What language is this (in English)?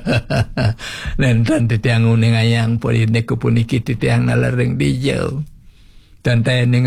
Balinese